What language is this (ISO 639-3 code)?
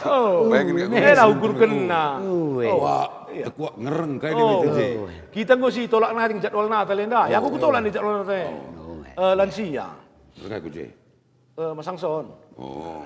btx